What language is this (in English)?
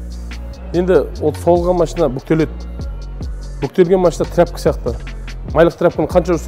Kazakh